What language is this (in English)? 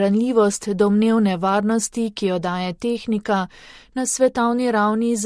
Slovenian